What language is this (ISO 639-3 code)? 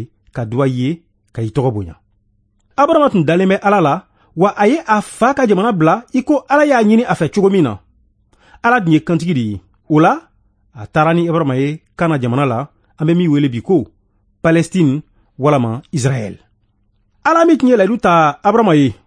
bam